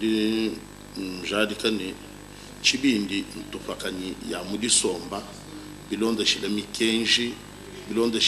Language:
Luba-Lulua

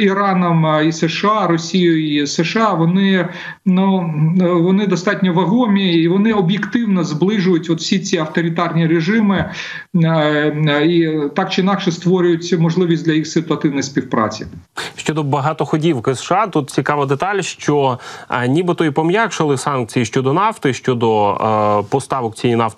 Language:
Ukrainian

